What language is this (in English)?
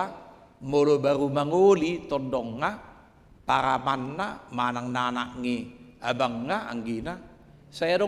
Batak Toba